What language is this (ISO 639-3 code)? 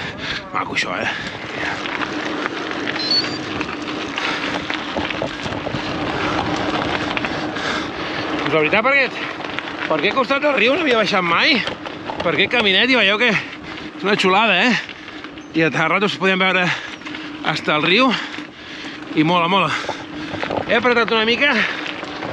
cat